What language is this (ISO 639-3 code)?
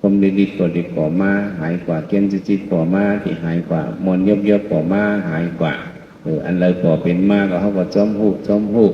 shn